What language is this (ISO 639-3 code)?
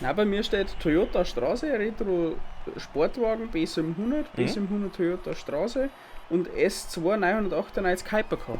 bar